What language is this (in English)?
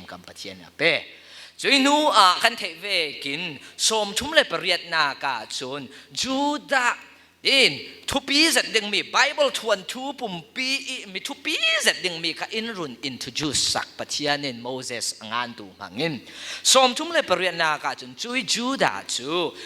Falam Chin